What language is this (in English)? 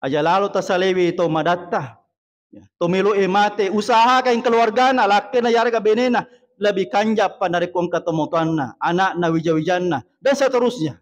Buginese